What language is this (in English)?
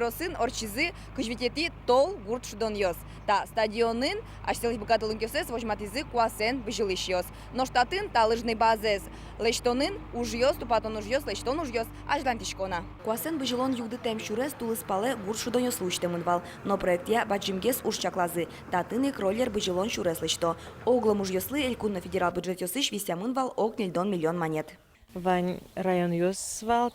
Udmurt